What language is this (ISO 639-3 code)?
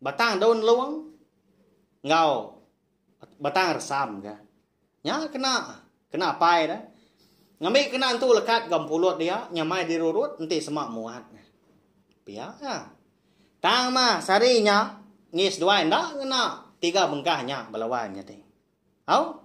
iba